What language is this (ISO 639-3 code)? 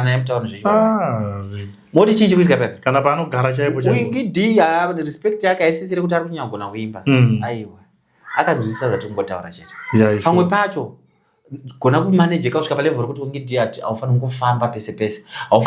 sna